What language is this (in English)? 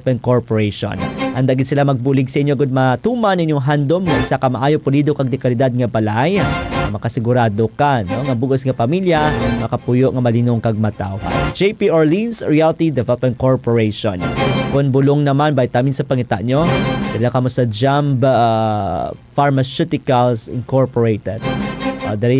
Hiligaynon